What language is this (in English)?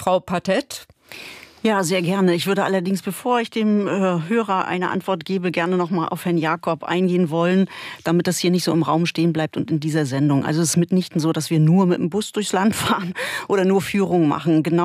German